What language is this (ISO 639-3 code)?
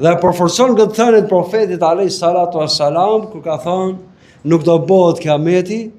sqi